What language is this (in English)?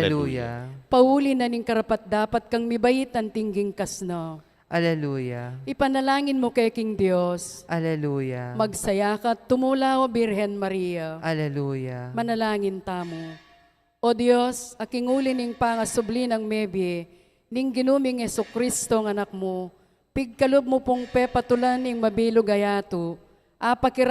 Pampanga